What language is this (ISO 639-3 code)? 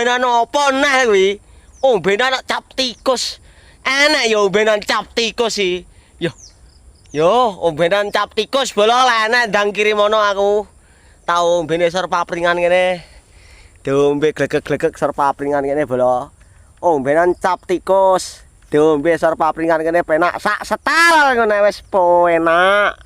jav